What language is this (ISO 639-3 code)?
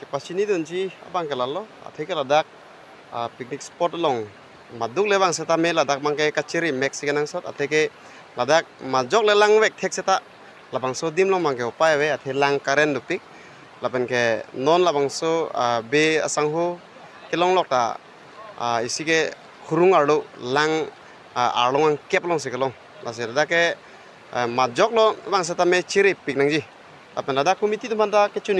mjw